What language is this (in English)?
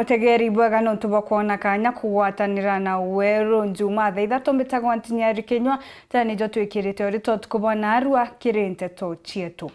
Meru